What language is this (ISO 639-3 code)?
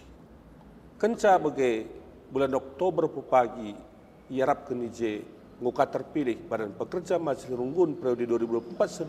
btx